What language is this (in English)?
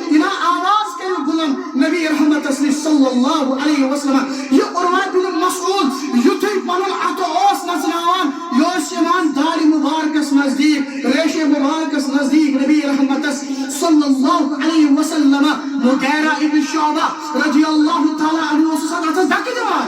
Kashmiri